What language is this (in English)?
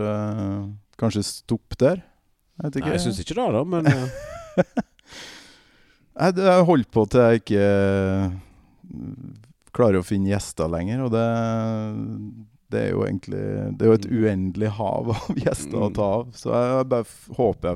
Norwegian